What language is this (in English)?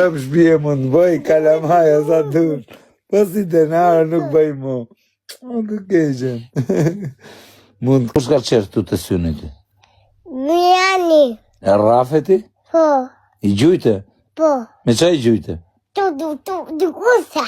Albanian